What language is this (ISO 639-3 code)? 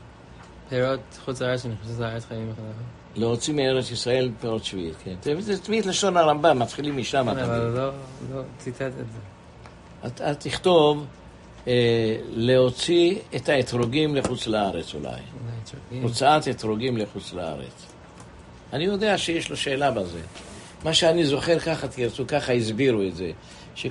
heb